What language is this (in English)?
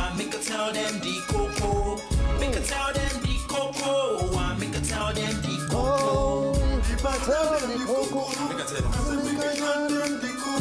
Nigerian Pidgin